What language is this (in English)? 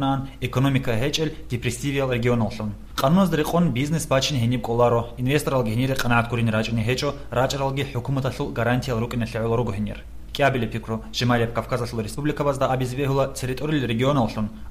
Avaric